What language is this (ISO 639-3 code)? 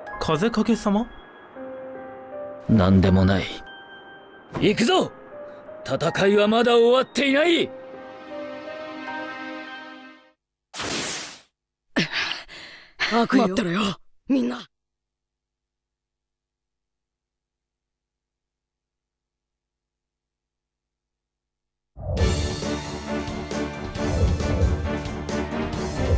jpn